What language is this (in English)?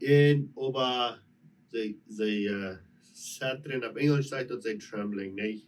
Plautdietsch